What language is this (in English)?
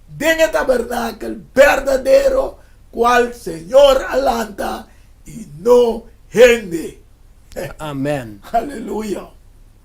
Papiamento